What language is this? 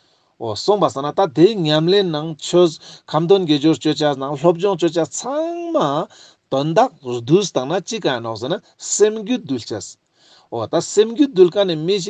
Ladakhi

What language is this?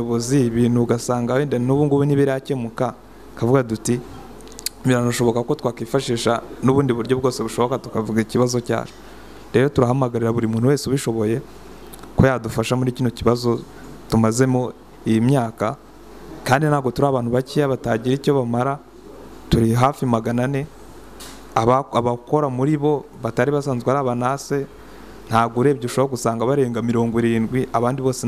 Kinyarwanda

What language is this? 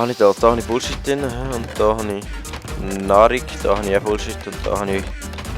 Swiss German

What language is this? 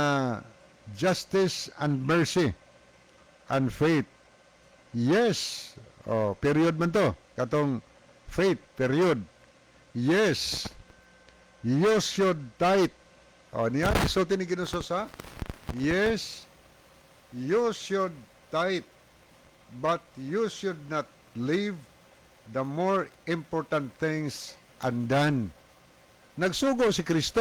Cebuano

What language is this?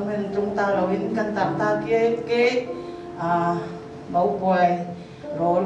Hakha Chin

